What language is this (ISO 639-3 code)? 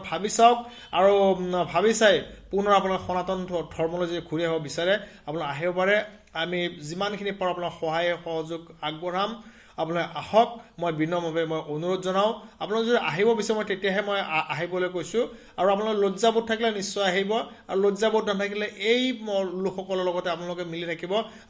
asm